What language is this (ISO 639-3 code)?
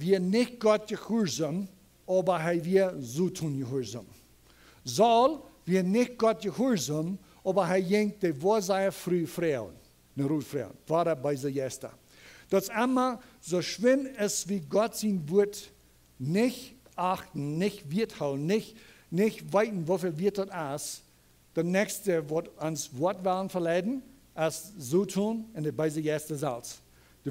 pdt